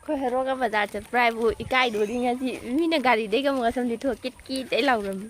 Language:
Manipuri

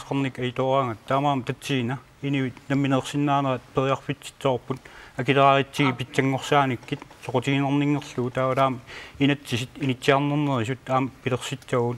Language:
Kalaallisut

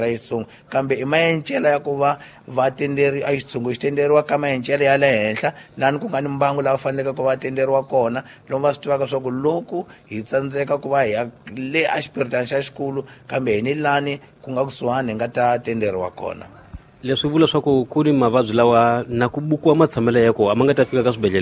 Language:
Tsonga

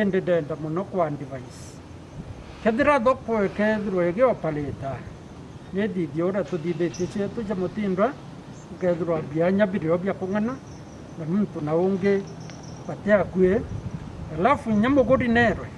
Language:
Meru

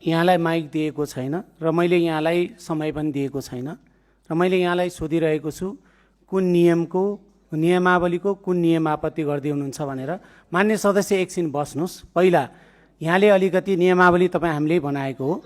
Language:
Nepali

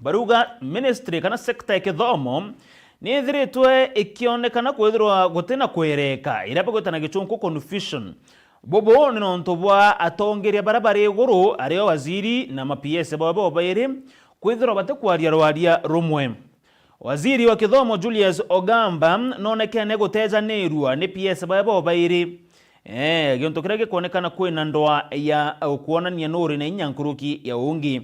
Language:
Meru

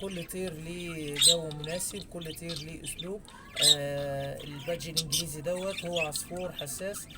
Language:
Egyptian Arabic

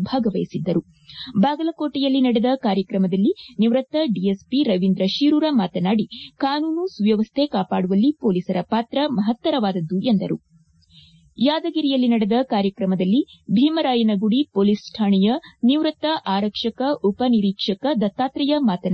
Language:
Kannada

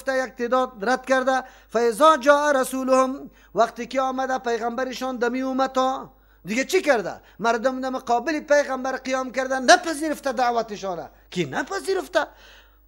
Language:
Persian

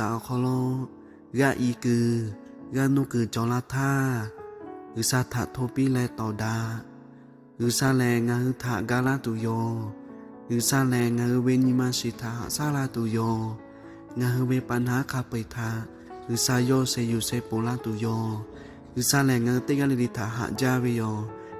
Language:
Lahu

